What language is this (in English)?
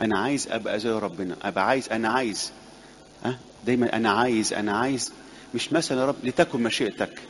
Egyptian Arabic